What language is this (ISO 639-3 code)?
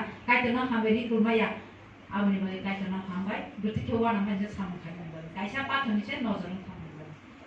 trp